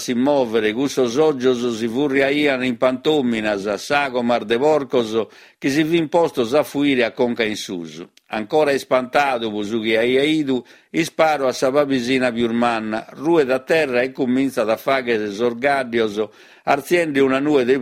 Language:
Sardinian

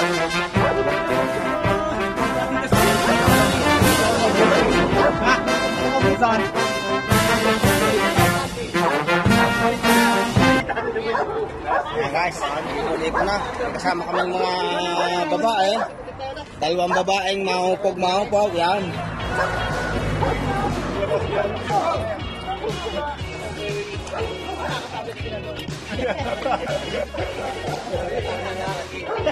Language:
Filipino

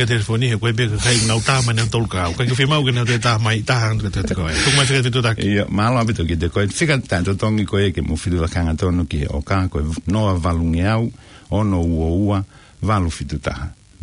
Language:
Tongan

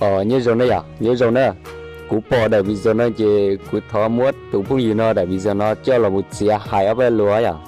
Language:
Hmong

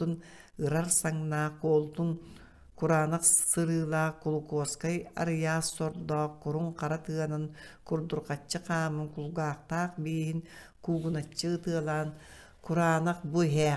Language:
Yakut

